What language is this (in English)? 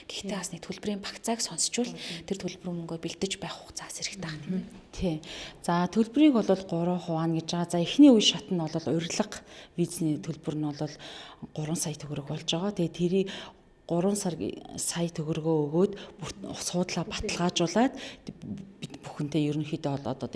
Mongolian